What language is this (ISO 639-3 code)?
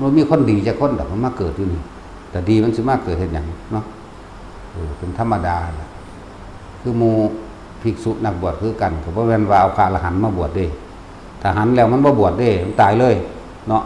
tts